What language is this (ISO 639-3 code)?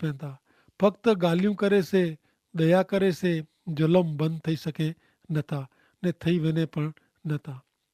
kfr